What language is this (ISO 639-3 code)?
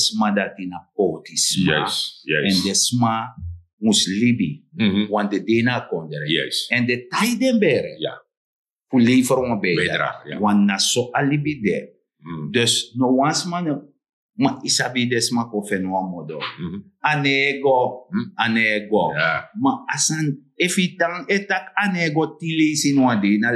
srn